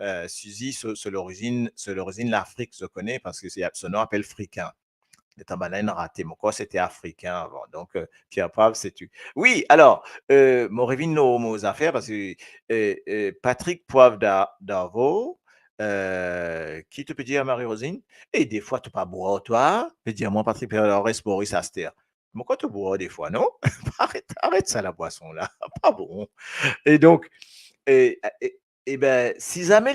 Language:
Morisyen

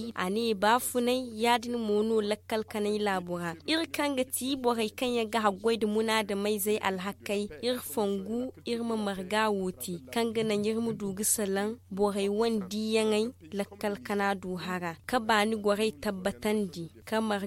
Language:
Zarma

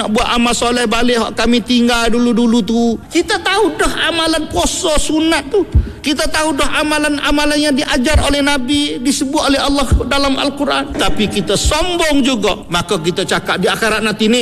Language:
Malay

